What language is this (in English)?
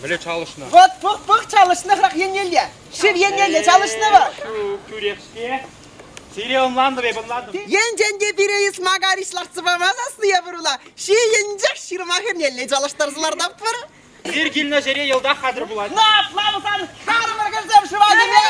Chuvash